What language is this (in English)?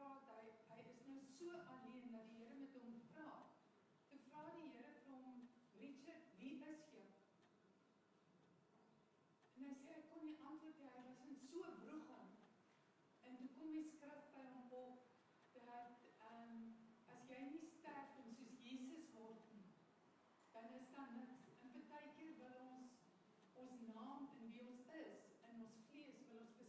Afrikaans